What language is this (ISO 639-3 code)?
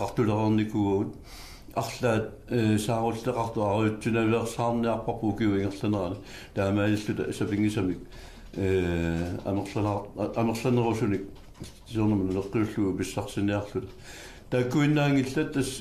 kal